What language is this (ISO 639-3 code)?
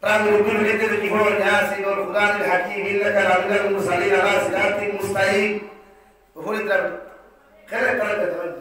syl